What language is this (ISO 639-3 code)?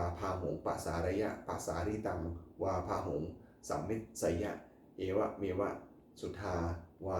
pli